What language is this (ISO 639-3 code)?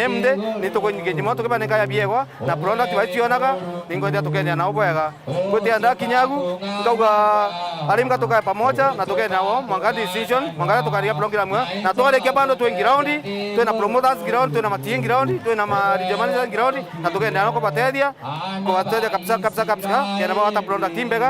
mer